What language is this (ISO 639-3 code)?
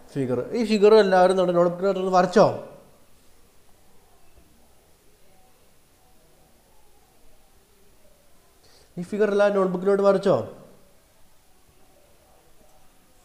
mal